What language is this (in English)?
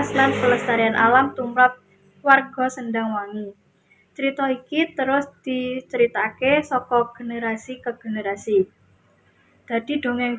Javanese